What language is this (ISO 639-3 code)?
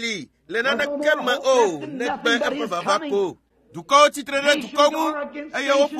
ewe